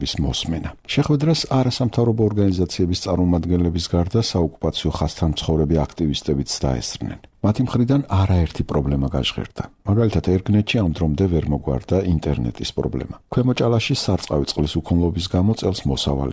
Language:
Georgian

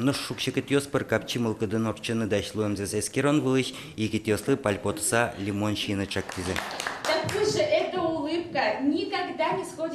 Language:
Udmurt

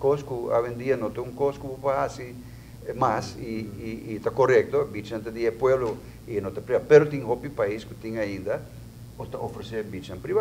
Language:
Papiamento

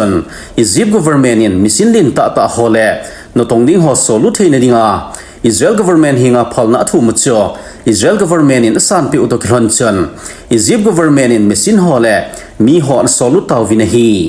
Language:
Thado Chin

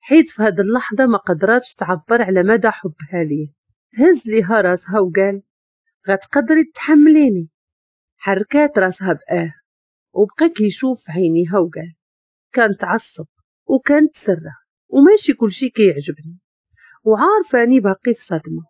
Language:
Moroccan Arabic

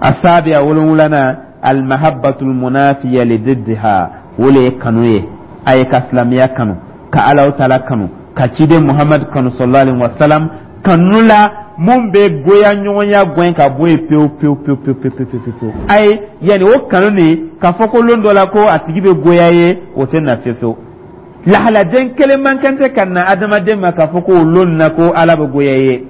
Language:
Dyula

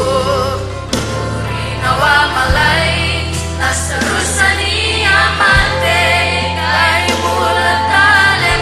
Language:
Fijian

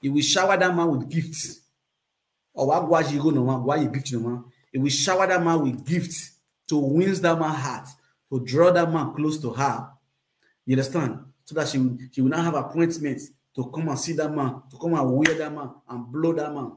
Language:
Nigerian Pidgin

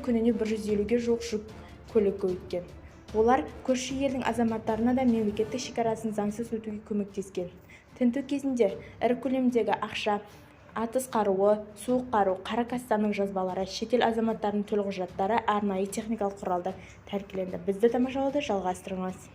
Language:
Kazakh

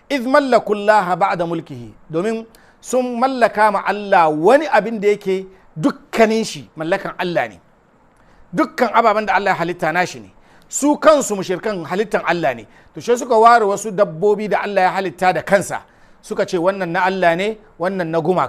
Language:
Hausa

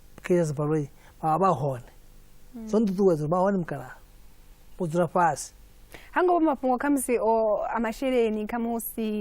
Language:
Venda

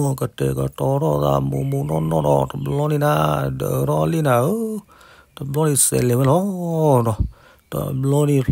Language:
S'gaw Karen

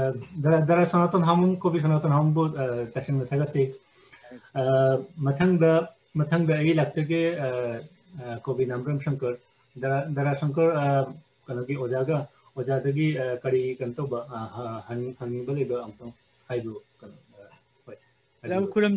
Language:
Manipuri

